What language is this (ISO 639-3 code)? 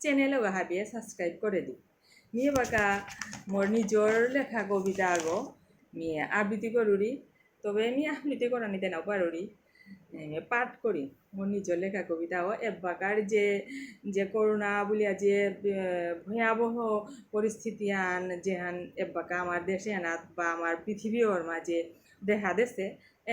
bpy